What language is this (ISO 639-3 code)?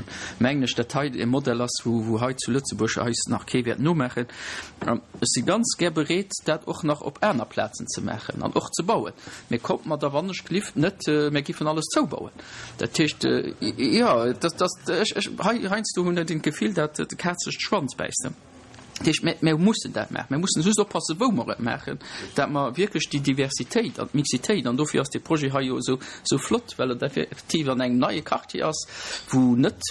ltz